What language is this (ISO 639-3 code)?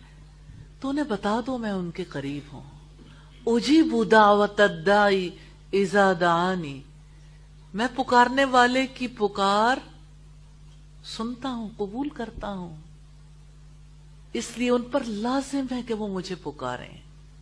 urd